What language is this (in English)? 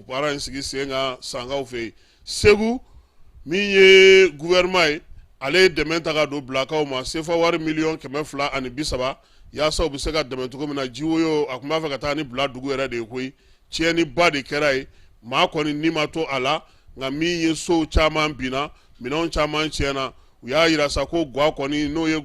Bambara